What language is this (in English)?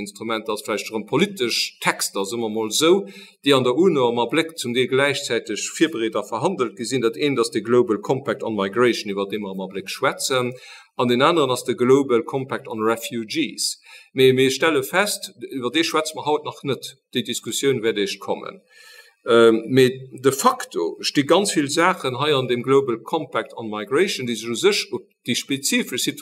Luxembourgish